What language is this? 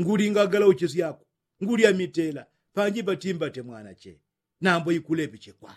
Yao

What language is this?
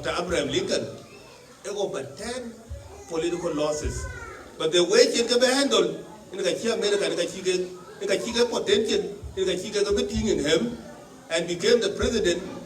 Dinka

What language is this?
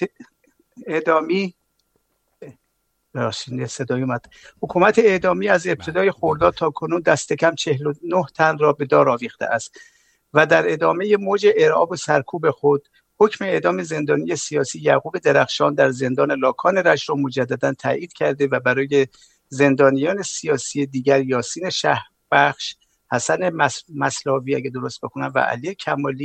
Persian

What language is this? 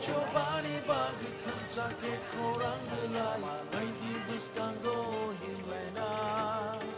Kok Borok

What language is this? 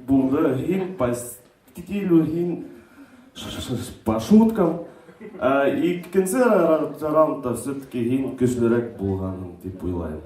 Bashkir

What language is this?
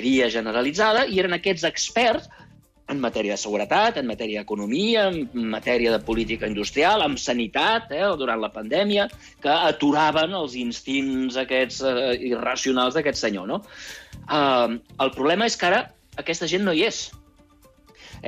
Catalan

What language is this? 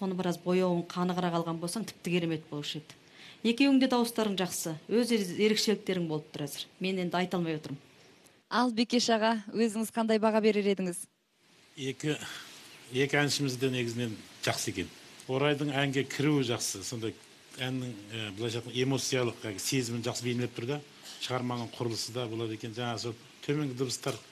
Kazakh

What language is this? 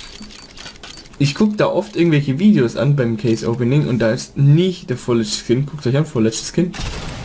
German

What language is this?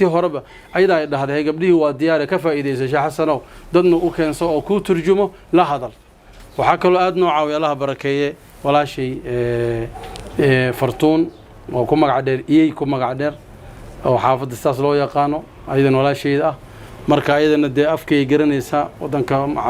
Somali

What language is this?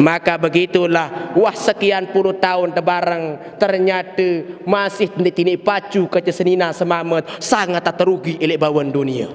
Sasak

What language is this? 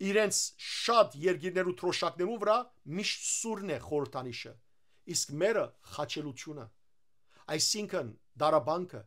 Western Armenian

